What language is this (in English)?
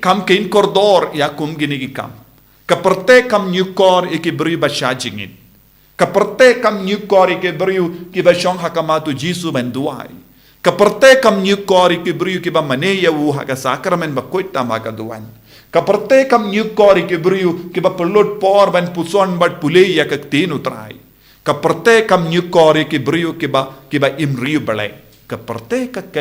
Khasi